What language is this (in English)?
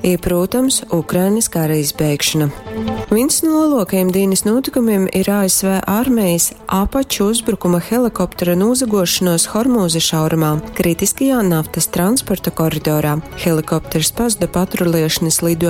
Latgalian